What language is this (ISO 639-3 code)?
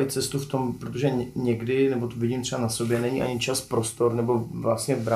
ces